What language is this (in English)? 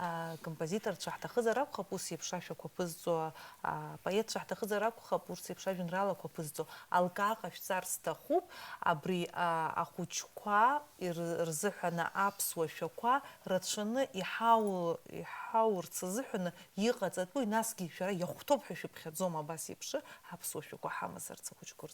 Abkhazian